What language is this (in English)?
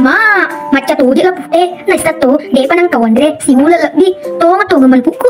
Buginese